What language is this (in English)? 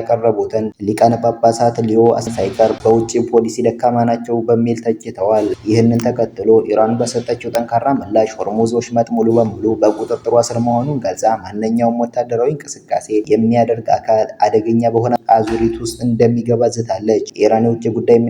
Amharic